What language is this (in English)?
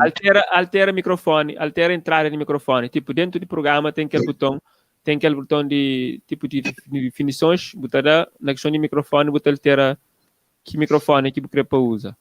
Kabuverdianu